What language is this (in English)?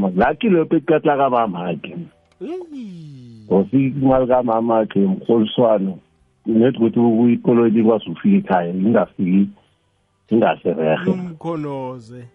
South Ndebele